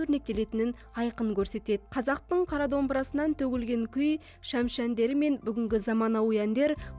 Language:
Kazakh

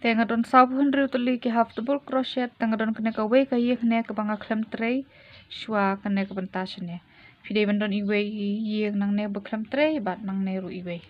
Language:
Khasi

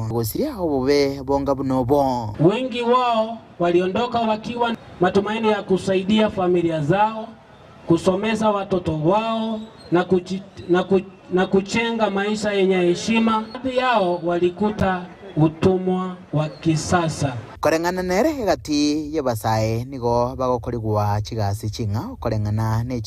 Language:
Gusii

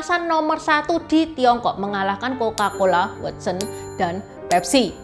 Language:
Indonesian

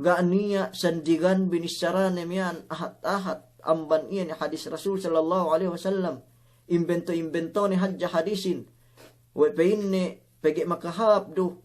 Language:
Yakan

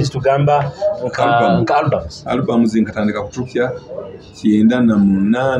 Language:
Nyoro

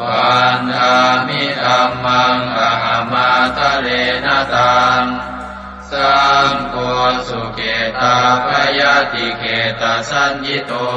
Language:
Pali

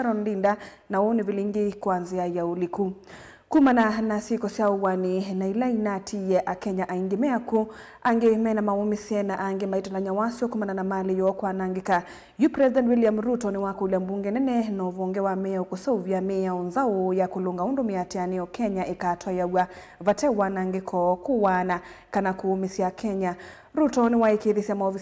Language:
Kamba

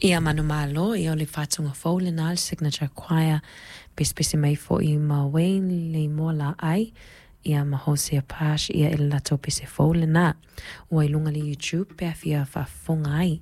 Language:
Samoan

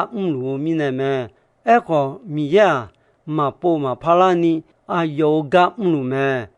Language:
Akha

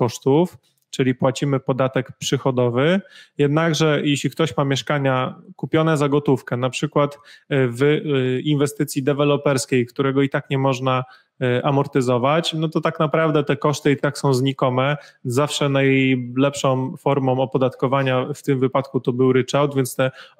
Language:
Polish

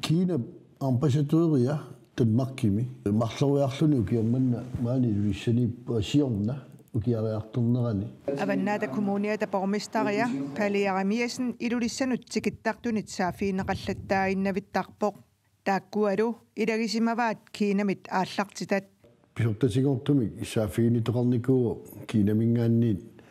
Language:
Kalaallisut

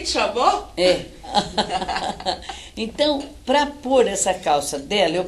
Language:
Portuguese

